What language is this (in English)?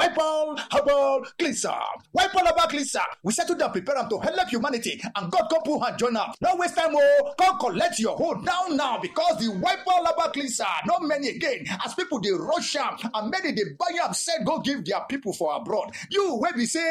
Nigerian Pidgin